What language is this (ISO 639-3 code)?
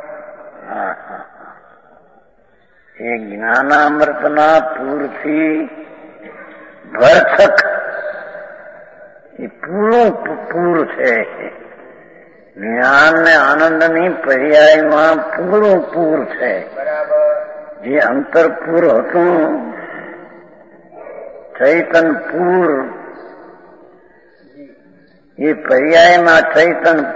guj